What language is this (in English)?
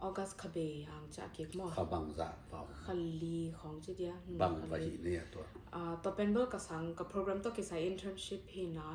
Tedim Chin